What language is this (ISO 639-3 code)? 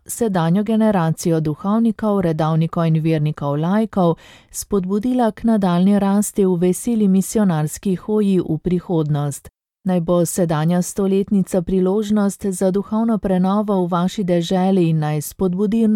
slv